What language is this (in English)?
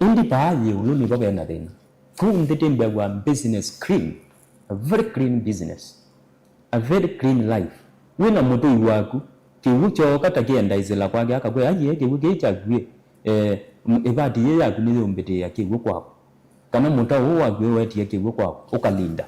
Kamba